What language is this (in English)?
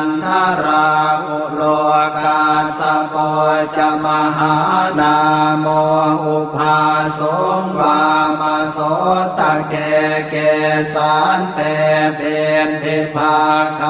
Pali